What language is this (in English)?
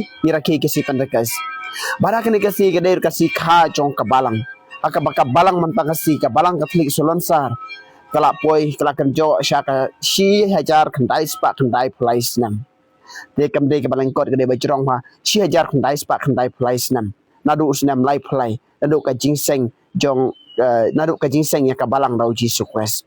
Khasi